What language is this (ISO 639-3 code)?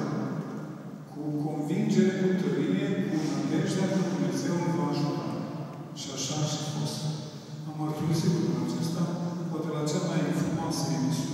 ron